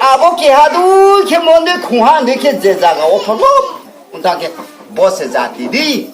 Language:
Riang (India)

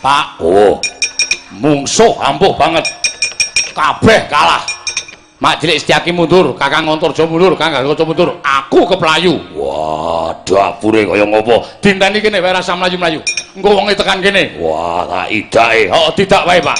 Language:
Javanese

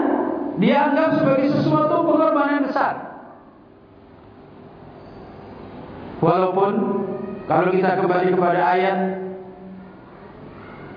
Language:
Indonesian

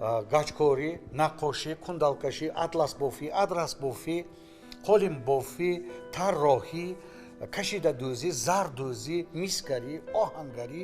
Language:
Tajik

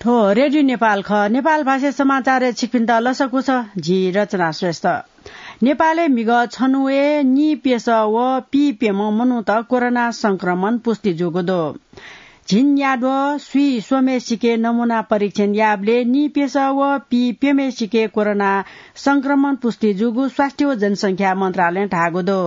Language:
Newari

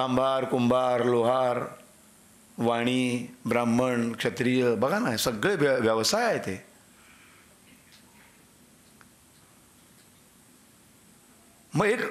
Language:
Marathi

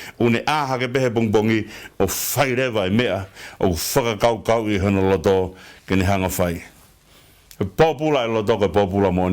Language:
Tongan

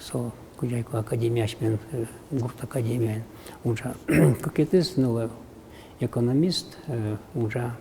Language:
Udmurt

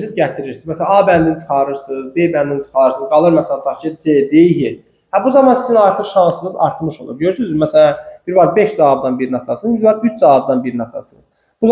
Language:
Azerbaijani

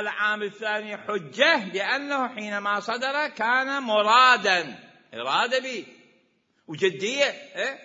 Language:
Mesopotamian Arabic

